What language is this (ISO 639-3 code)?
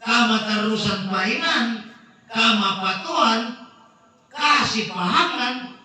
sda